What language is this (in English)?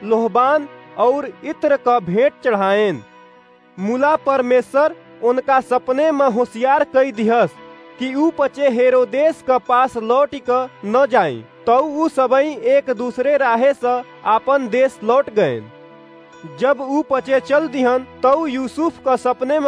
Awadhi